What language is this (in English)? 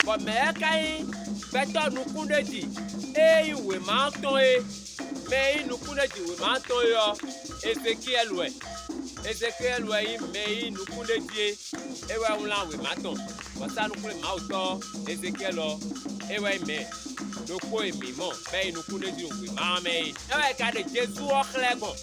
Fon